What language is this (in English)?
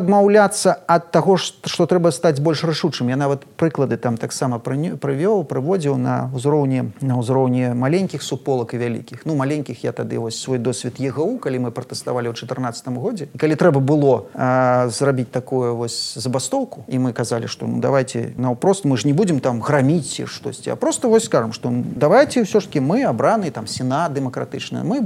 Belarusian